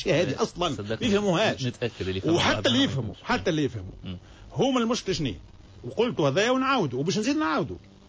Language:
Tunisian Arabic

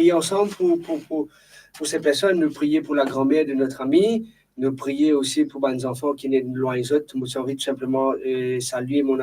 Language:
Morisyen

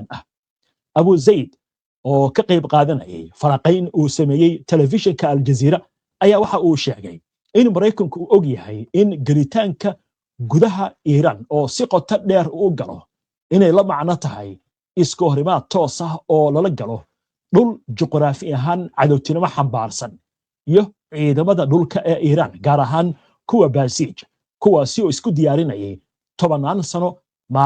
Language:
Somali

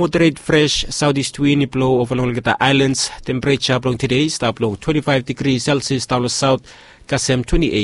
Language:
Bislama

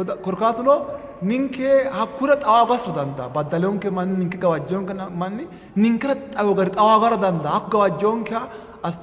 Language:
Sidamo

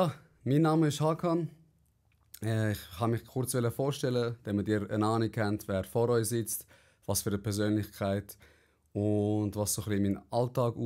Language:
Swiss German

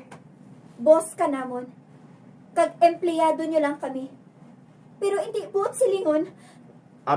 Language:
Hiligaynon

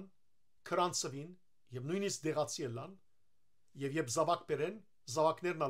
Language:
Western Armenian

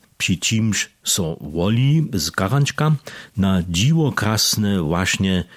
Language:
Upper Sorbian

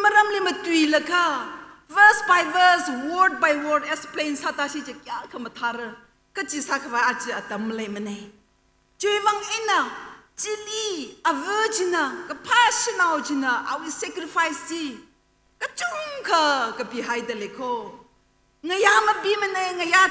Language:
Tangkhul Naga (India)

